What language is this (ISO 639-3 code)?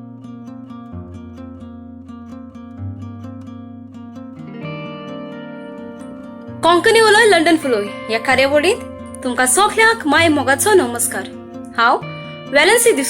kok